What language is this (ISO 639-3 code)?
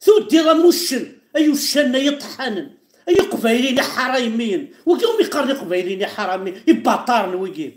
kab